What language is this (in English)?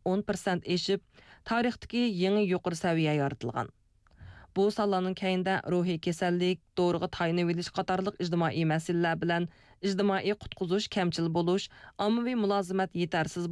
Uyghur